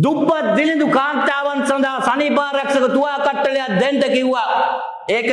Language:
Sinhala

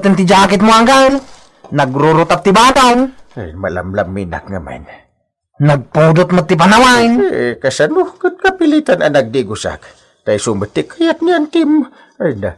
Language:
Iloko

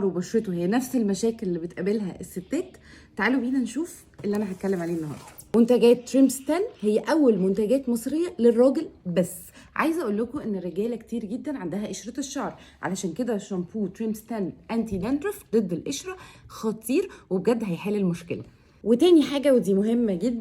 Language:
Egyptian Arabic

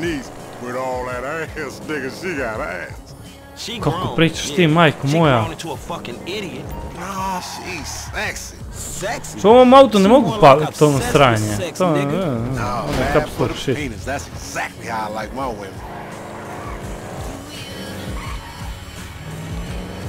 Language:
Croatian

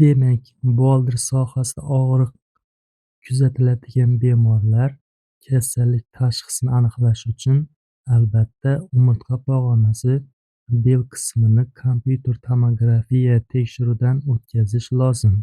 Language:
Uzbek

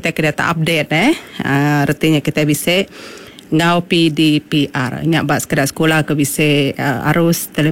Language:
Iban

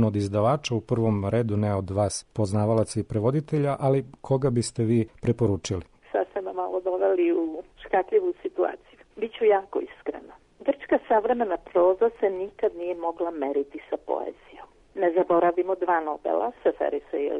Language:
Serbian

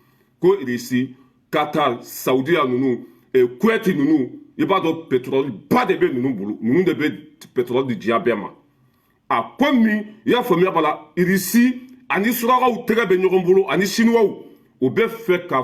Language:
Bambara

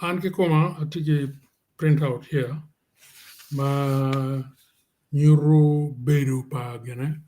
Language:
Acoli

